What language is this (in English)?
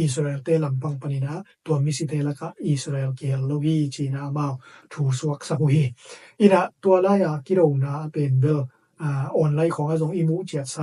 Tedim Chin